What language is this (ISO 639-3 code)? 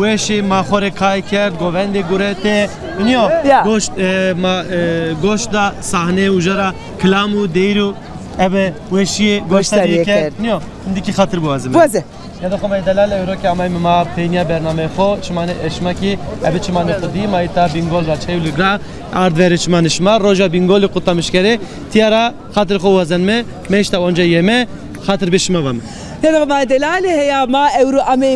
zza